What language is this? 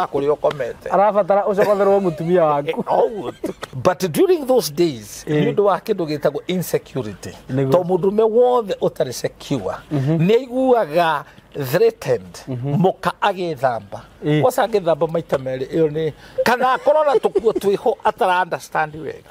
Kikuyu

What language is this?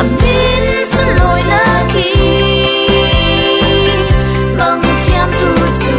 Falam Chin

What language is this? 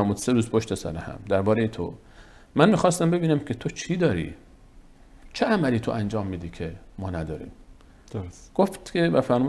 Persian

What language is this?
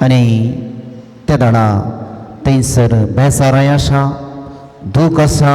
Konkani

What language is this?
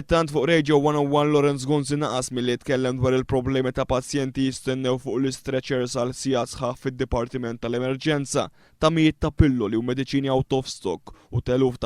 Maltese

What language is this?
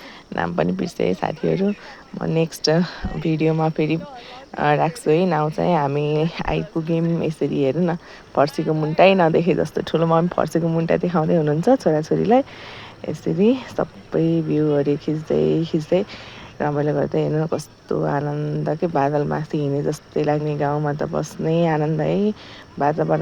Nepali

